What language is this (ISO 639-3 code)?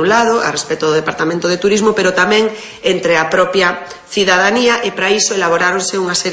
glg